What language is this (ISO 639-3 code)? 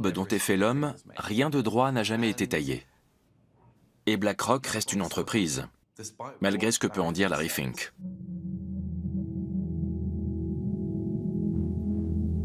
fra